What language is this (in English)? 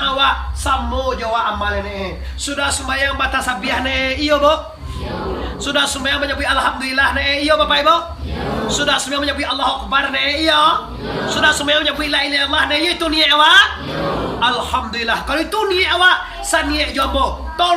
Minangkabau